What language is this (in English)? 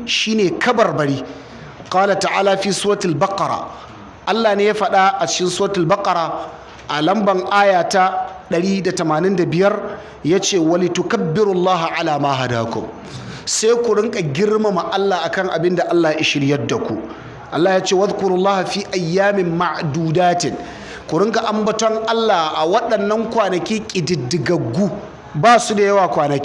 Hausa